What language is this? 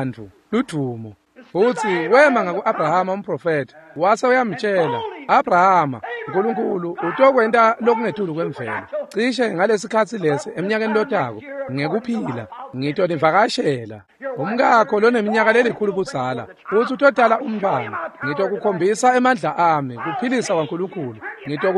Swati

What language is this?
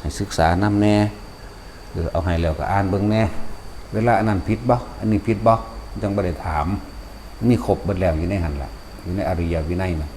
Northeastern Thai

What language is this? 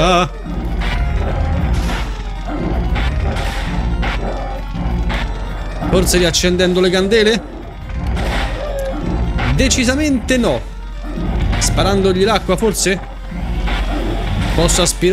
Italian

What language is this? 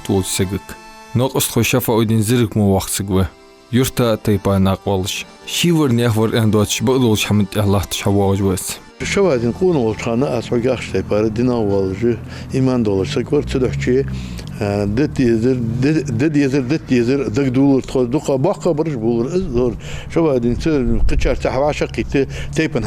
Ingush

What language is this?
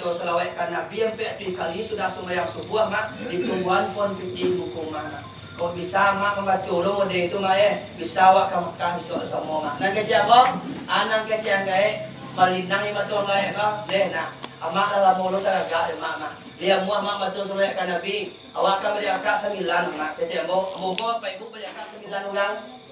Minangkabau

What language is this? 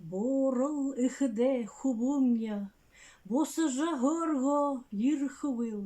Buriat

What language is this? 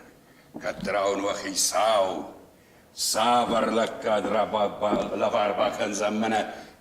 Ossetic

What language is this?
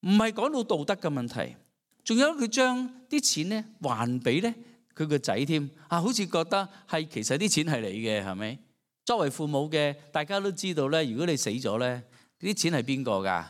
Cantonese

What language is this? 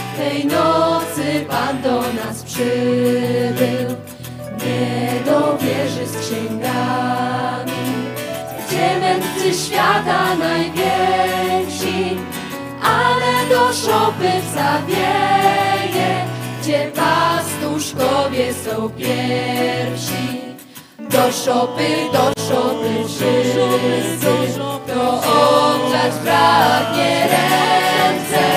Polish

